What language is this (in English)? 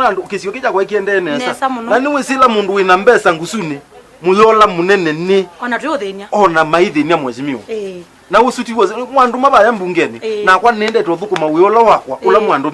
Kamba